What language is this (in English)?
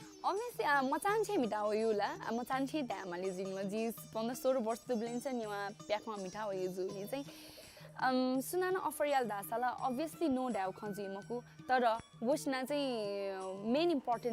Newari